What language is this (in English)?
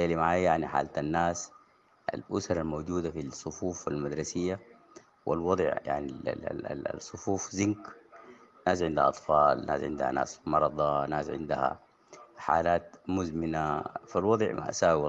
Sudanese Arabic